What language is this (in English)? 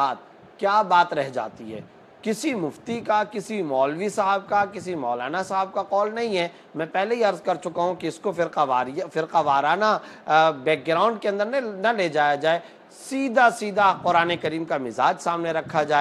Urdu